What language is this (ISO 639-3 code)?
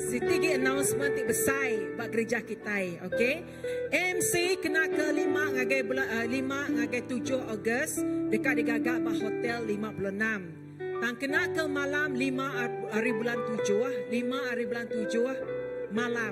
iba